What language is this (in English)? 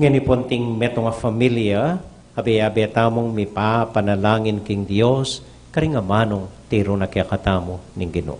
Pampanga